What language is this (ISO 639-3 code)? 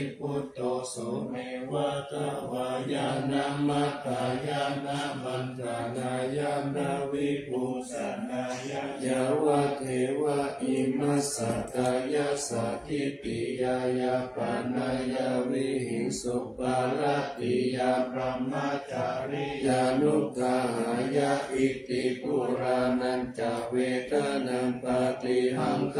pli